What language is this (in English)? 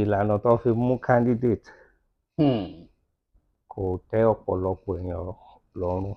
Yoruba